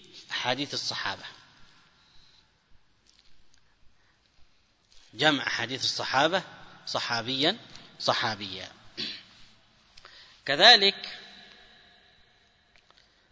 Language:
Arabic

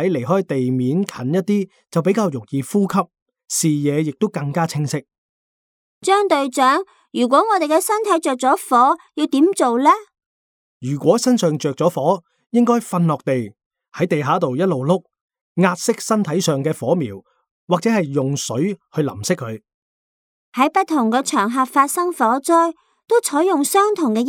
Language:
Cantonese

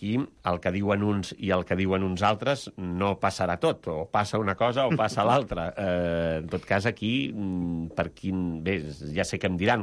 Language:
Catalan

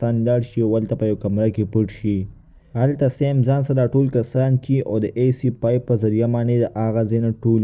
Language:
Pashto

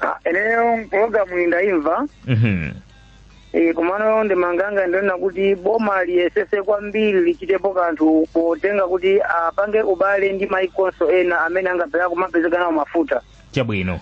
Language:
Nyanja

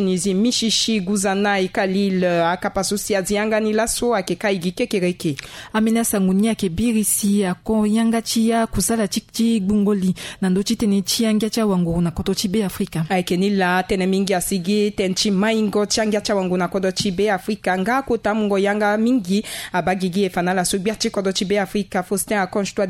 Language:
Sango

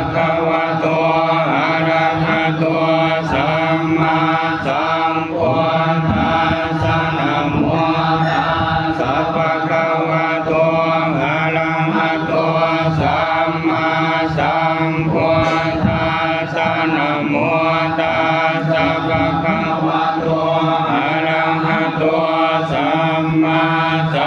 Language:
Pali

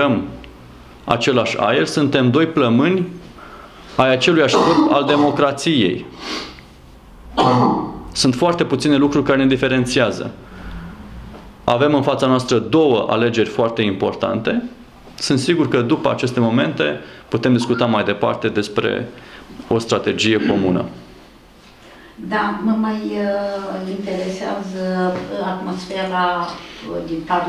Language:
Romanian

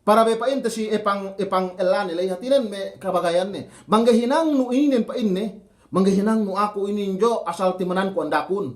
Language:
Yakan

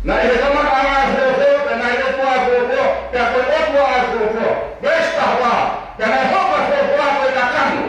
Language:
Tongan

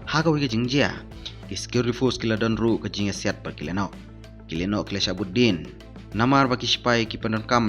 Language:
Khasi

